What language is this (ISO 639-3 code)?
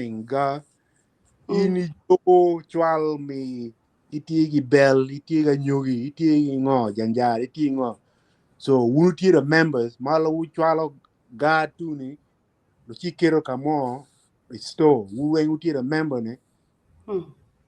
ach